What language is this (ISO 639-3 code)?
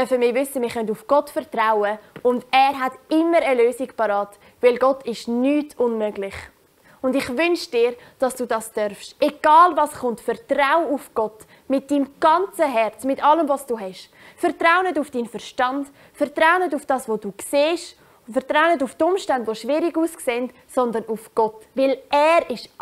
gsw